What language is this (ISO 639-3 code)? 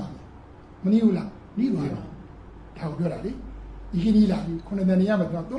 mya